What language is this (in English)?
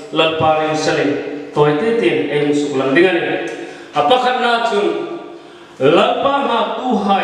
Hmar